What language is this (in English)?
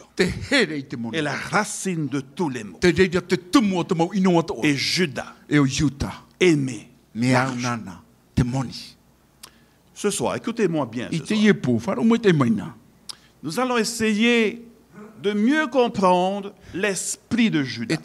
Tahitian